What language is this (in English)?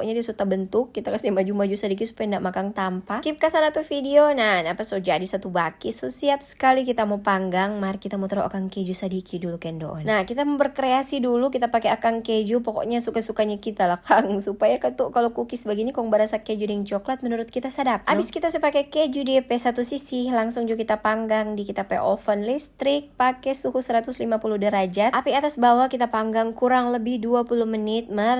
Manado Malay